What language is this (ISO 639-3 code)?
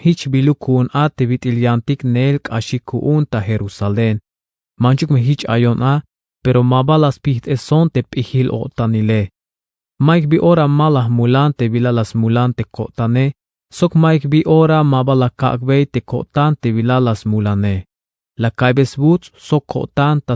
tzh